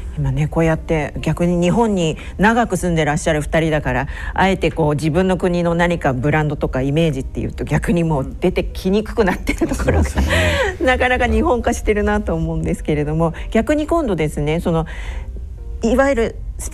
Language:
Japanese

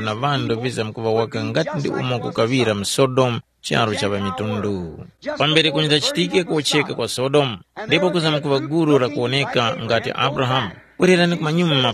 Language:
Tumbuka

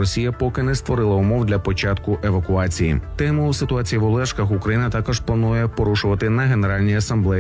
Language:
Ukrainian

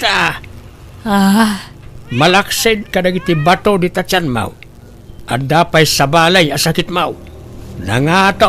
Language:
Iloko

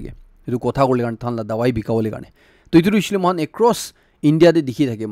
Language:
Naga Pidgin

